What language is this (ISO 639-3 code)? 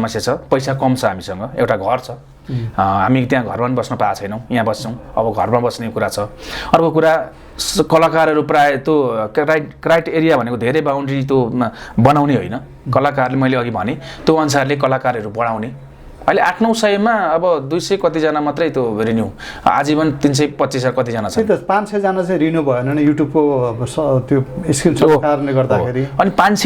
nep